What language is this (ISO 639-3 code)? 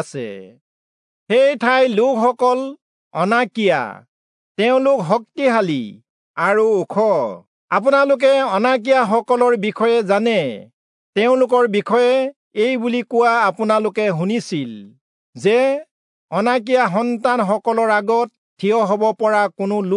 asm